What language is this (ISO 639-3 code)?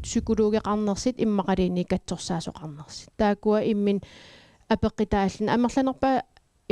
kal